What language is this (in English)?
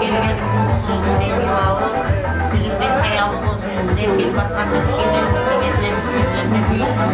Kara-Kalpak